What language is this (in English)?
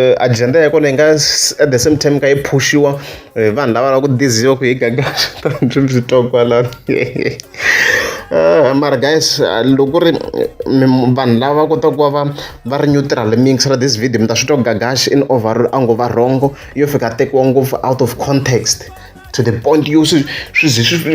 Tsonga